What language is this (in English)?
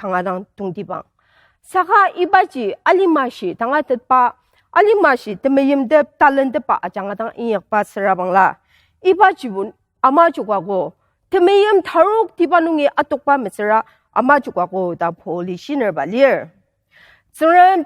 Ao Naga